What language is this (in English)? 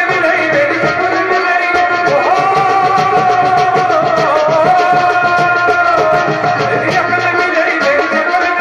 Hindi